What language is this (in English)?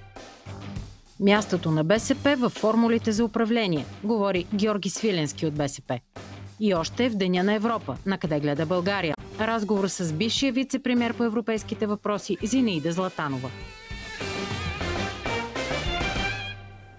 Bulgarian